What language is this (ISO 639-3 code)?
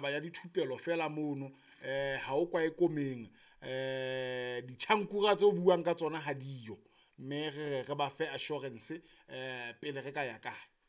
sot